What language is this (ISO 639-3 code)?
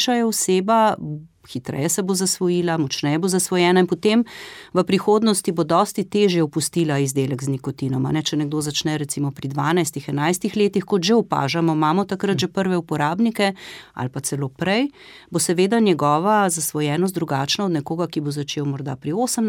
slv